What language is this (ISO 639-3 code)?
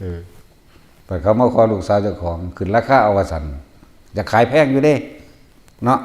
tts